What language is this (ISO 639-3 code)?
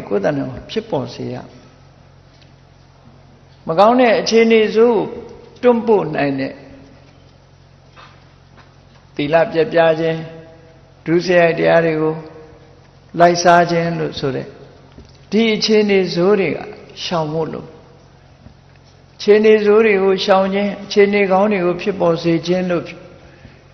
mya